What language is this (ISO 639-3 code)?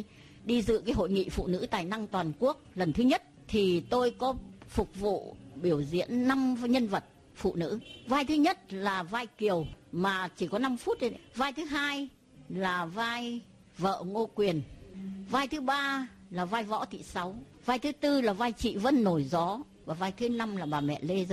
vie